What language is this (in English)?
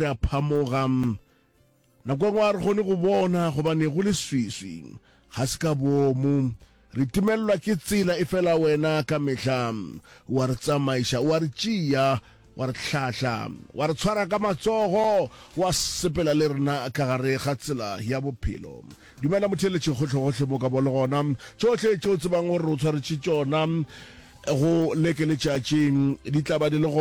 Northern Sotho